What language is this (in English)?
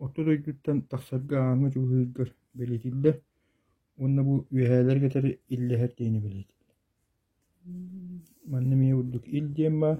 Yakut